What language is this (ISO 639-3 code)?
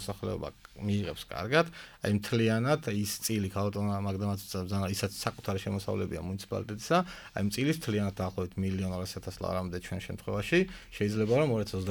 kat